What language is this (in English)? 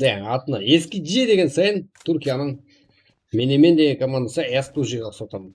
Kara-Kalpak